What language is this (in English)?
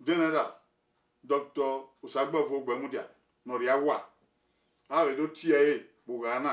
Bini